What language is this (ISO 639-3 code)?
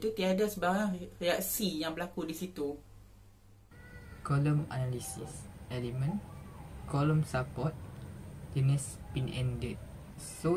msa